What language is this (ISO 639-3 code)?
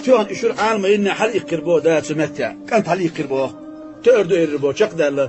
che